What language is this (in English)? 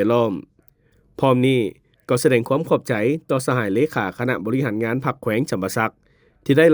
Lao